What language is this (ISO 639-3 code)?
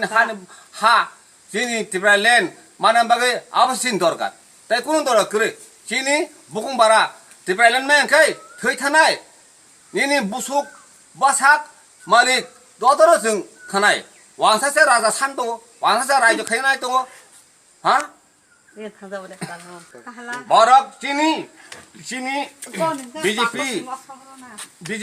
trp